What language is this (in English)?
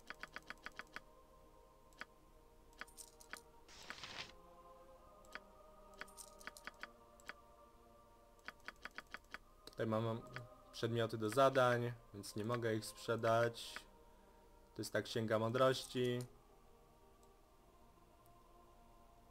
Polish